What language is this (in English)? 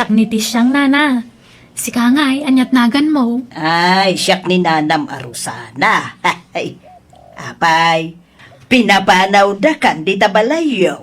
Iloko